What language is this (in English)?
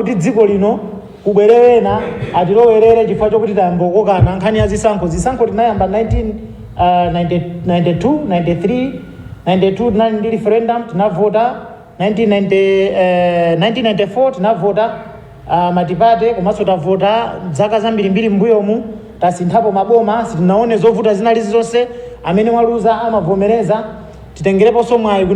Nyanja